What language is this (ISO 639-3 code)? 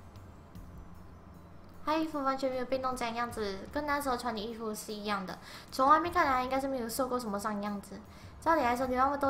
zho